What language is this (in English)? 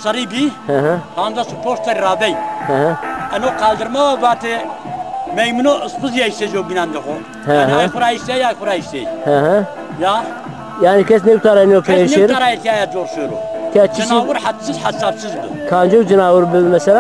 Zaza